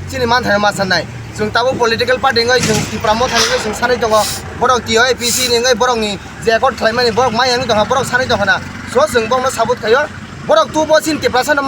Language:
Kok Borok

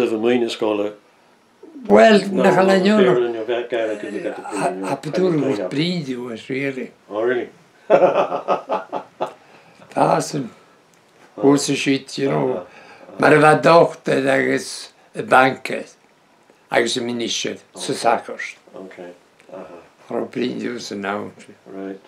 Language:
Breton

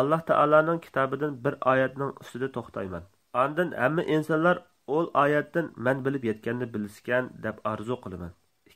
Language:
Uyghur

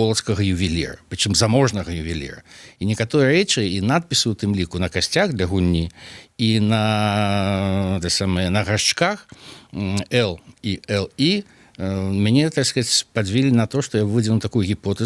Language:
Belarusian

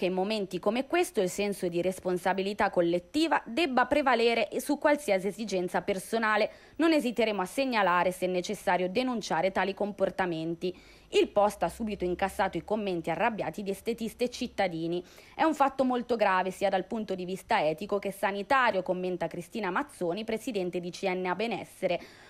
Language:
Italian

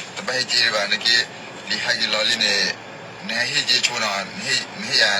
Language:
S'gaw Karen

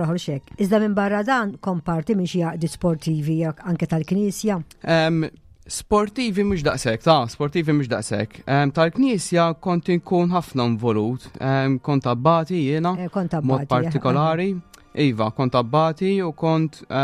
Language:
Maltese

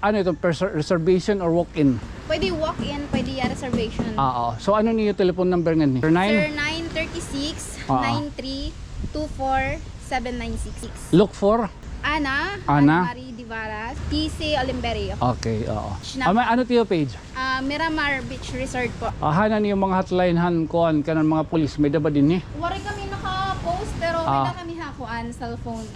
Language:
Waray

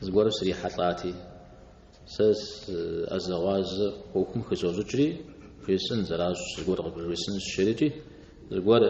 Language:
Kabardian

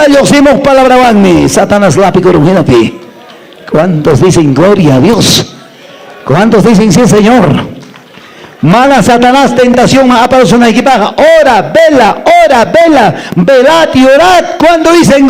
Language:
Quechua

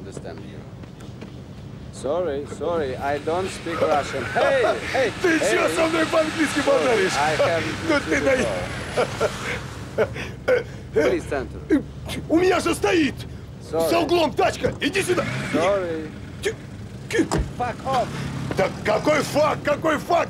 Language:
Russian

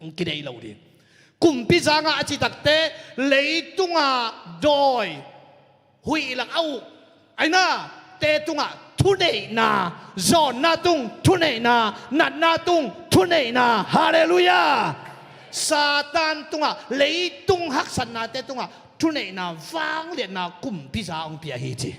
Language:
Tedim Chin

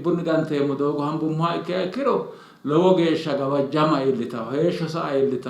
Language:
Sidamo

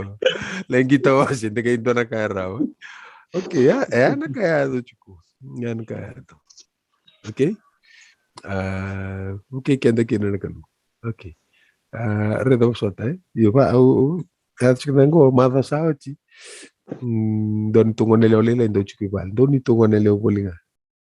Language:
Fijian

